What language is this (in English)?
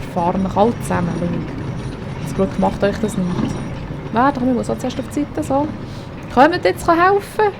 Swiss German